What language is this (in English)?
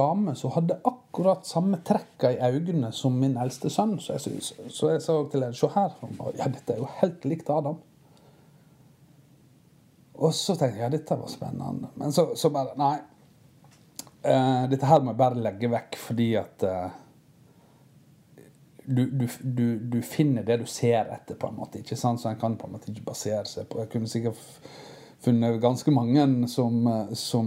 Norwegian